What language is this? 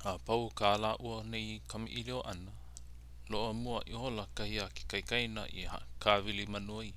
Hawaiian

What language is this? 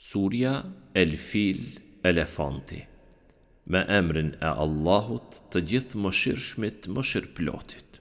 Albanian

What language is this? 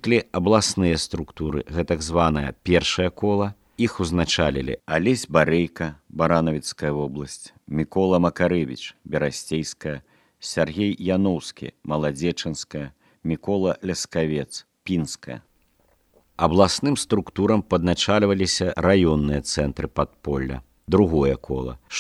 Belarusian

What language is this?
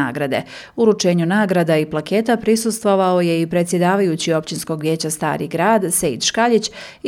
Bosnian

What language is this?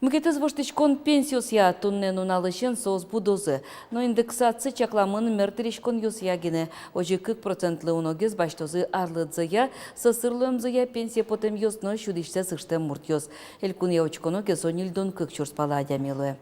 Udmurt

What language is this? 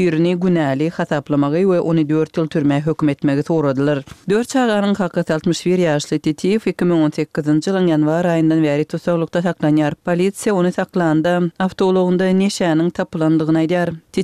Kyrgyz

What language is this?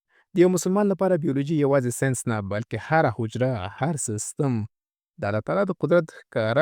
Pashto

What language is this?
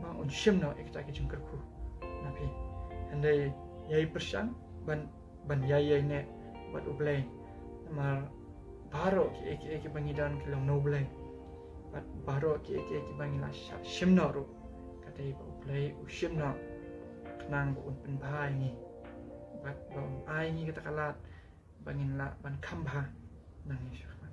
Khasi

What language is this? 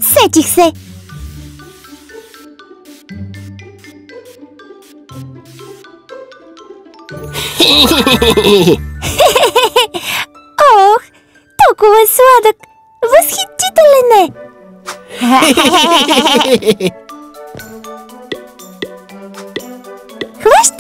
Bulgarian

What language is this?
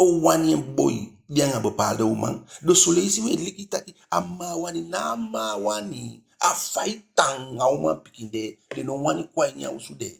Eastern Maroon Creole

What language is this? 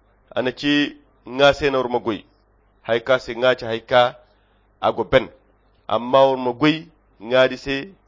Koyra Chiini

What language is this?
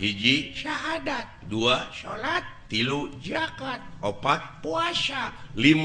Sundanese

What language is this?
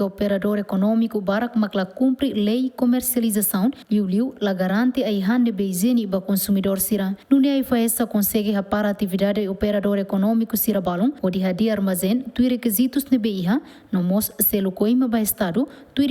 Tetum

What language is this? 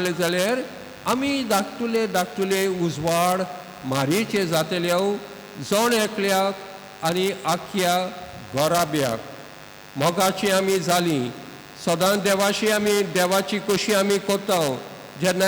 Konkani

